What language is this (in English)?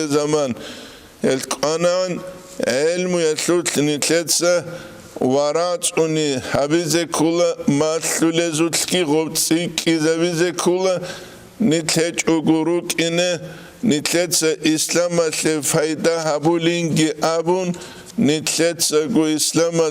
Avaric